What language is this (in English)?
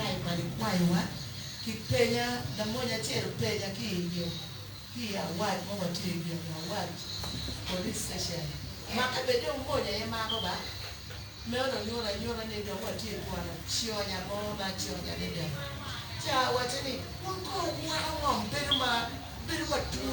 Acoli